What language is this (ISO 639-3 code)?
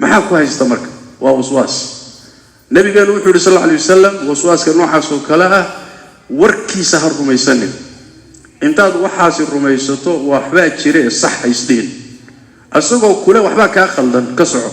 som